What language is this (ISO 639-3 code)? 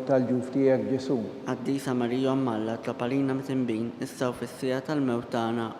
mlt